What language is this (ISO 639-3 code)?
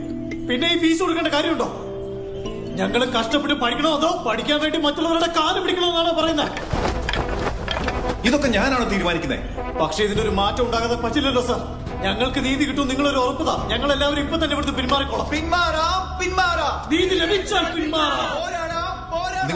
mal